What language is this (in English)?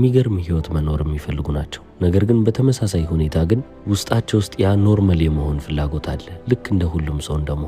Amharic